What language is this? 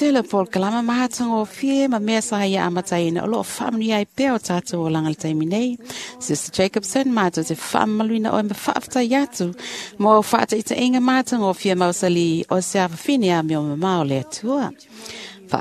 Samoan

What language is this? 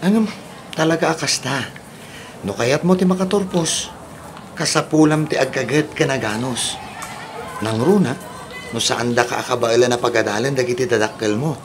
Iloko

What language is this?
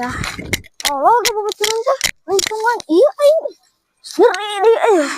Sundanese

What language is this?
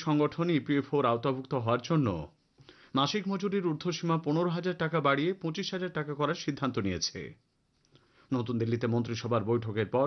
Bangla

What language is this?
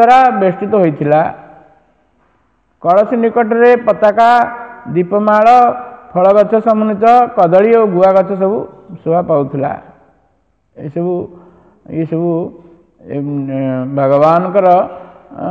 Odia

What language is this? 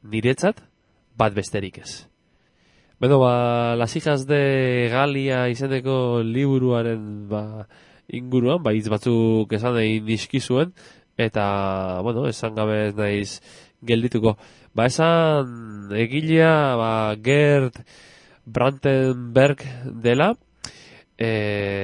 Basque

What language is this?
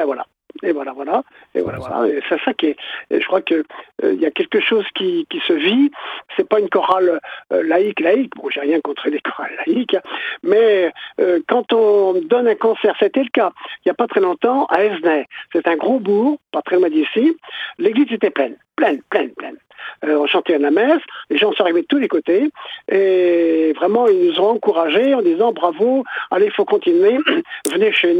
French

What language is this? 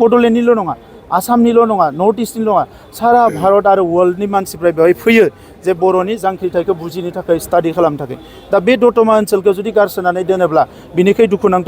Bodo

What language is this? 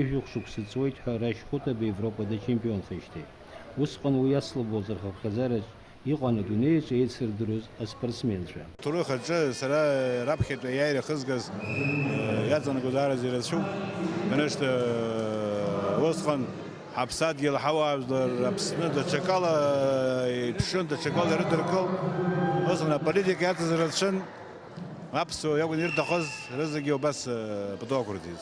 Abkhazian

